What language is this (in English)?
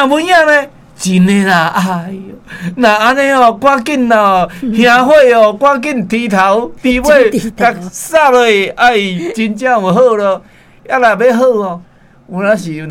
Min Nan Chinese